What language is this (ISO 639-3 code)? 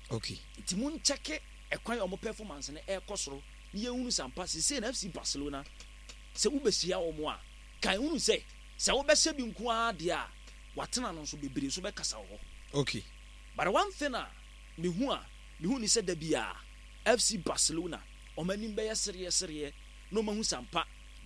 aka